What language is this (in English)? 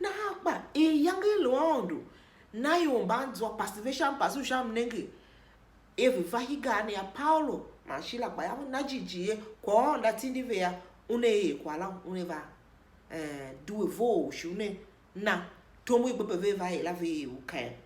Tiv